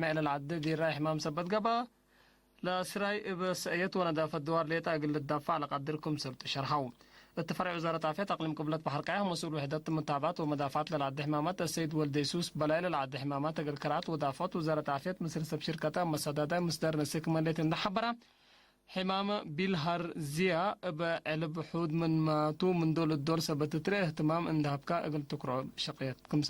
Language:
Tigre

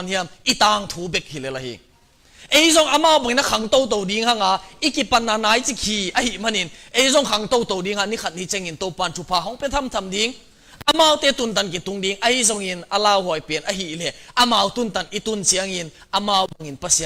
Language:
Tedim Chin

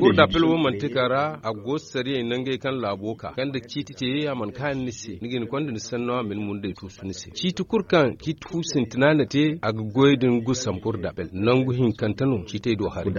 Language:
Zarma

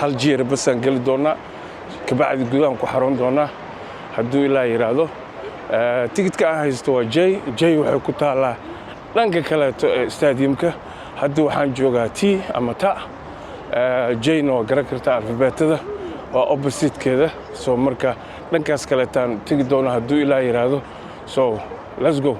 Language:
Somali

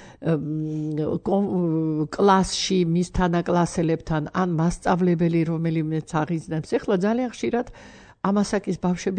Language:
Georgian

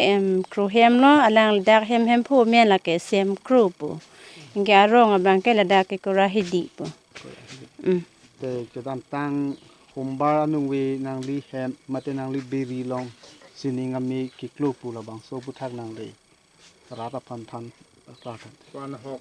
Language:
Karbi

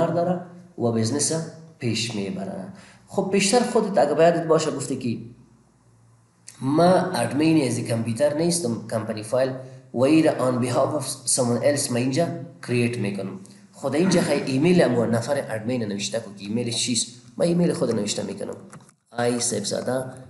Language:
Persian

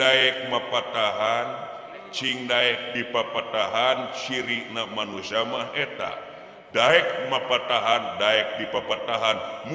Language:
Sundanese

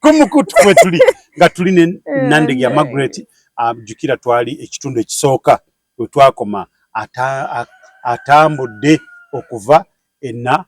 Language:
Ganda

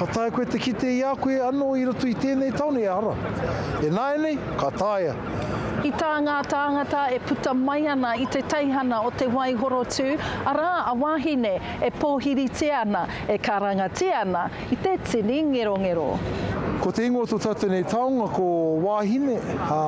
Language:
Māori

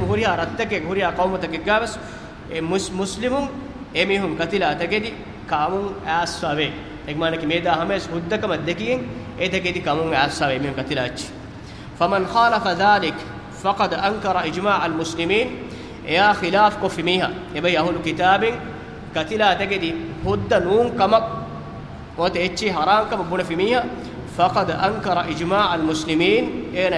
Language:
Divehi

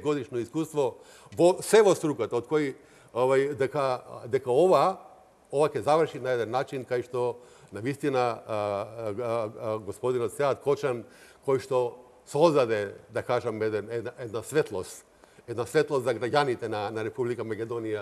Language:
Macedonian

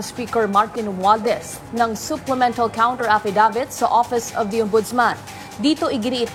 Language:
Filipino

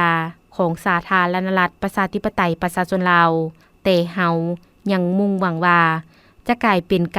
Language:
Lao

